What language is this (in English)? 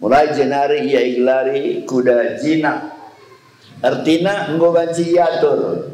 Batak Karo